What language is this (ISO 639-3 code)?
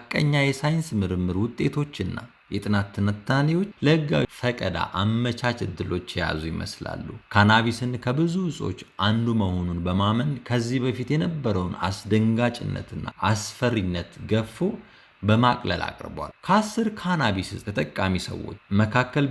amh